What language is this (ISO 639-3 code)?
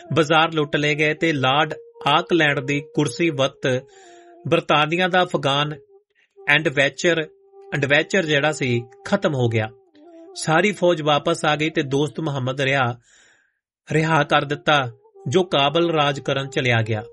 pan